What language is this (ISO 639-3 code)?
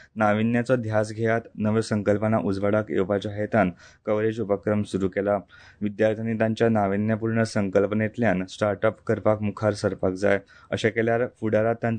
kok